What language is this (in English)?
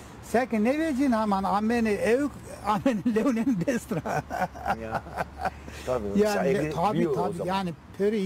Zaza